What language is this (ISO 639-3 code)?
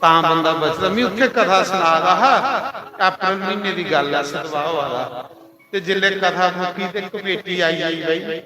doi